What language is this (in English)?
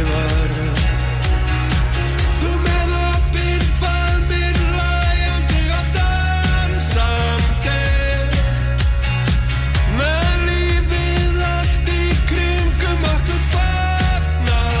Icelandic